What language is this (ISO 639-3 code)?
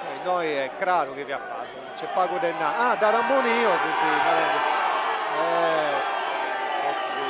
srd